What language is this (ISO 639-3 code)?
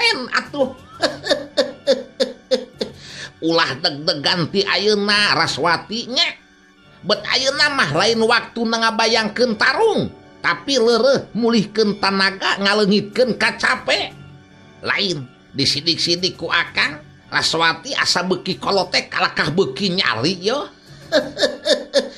sun